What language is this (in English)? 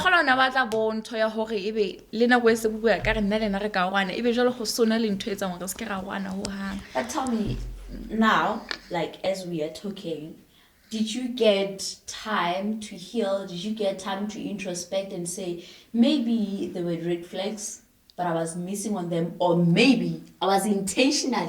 Southern Sotho